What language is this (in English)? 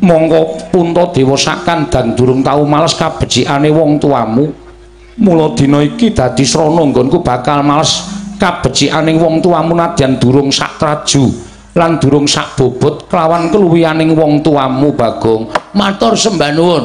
Javanese